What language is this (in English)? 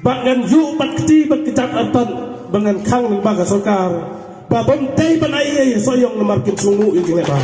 Khasi